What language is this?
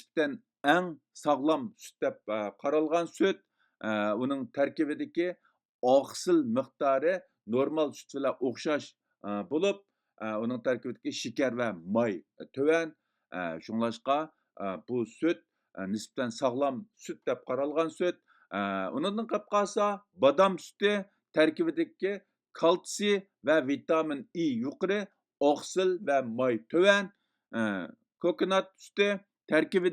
Uyghur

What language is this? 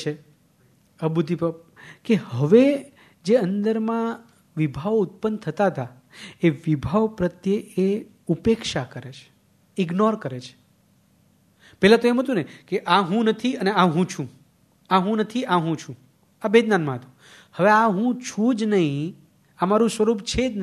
Gujarati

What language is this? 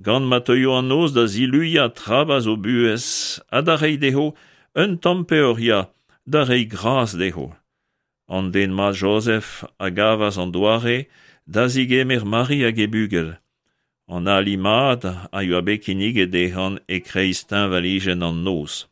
Breton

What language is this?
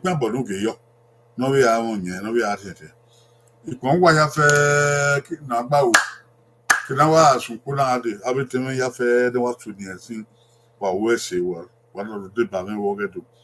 Bini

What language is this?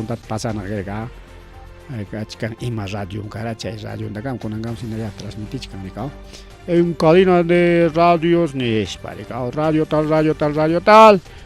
Ayacucho Quechua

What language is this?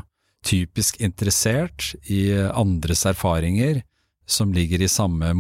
Norwegian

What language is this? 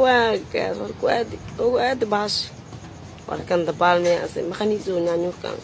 Somali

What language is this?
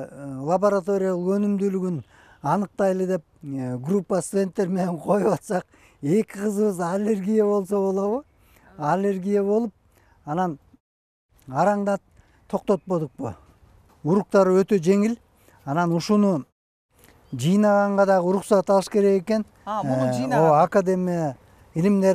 Kyrgyz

